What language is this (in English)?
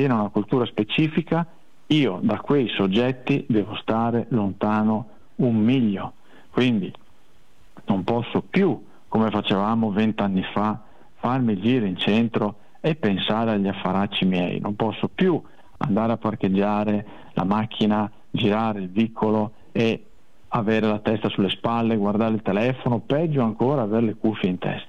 Italian